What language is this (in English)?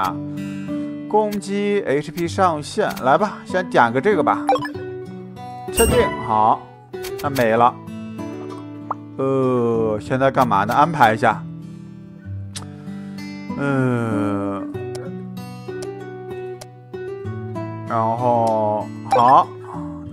Chinese